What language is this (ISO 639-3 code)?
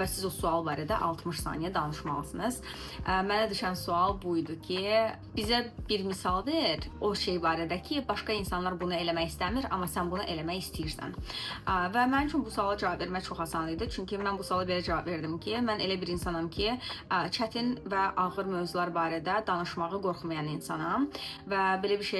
aze